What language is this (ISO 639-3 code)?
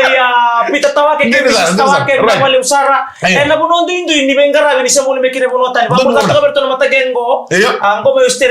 fij